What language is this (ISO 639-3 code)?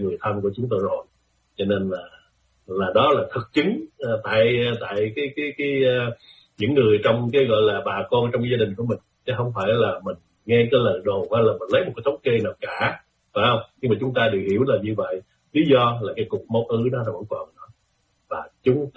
vie